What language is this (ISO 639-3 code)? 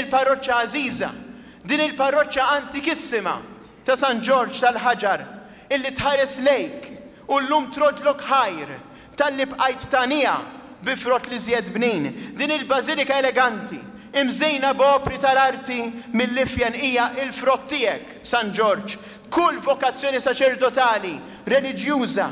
mlt